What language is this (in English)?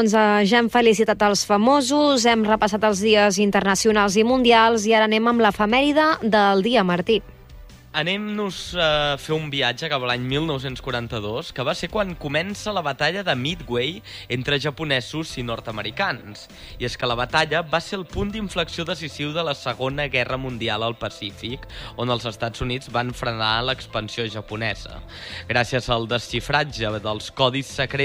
Catalan